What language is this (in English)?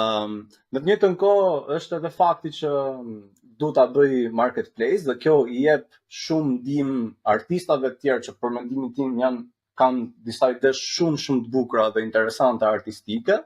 Albanian